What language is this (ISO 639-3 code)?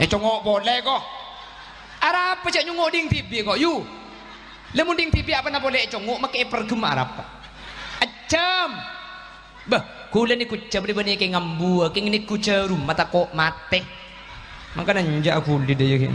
mad